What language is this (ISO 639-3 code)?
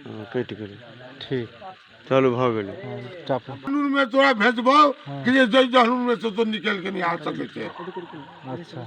mai